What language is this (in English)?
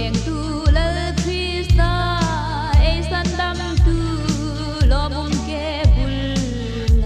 Hmar